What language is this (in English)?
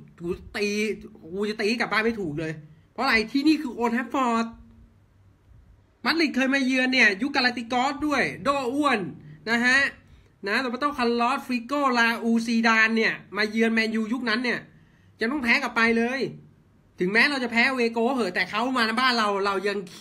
Thai